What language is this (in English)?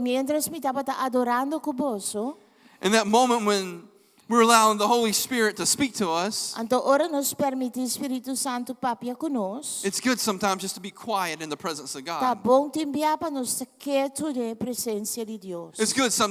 Papiamento